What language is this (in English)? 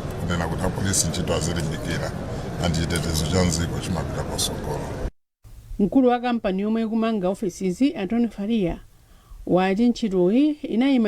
Nyanja